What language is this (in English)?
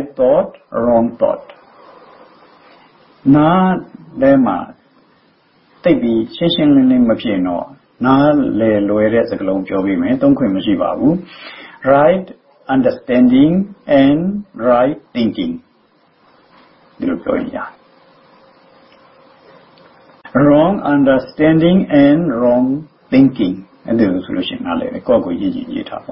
Burmese